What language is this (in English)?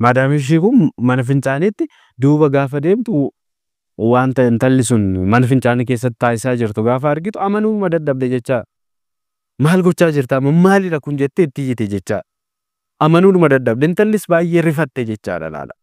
Oromo